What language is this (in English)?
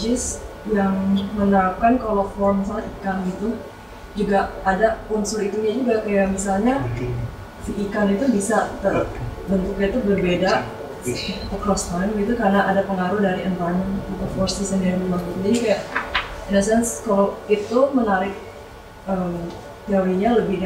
Indonesian